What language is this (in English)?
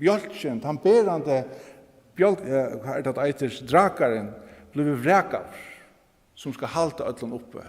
Faroese